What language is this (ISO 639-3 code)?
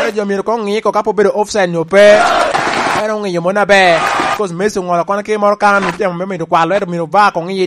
laj